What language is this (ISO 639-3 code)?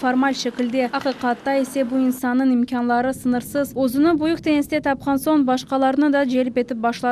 crh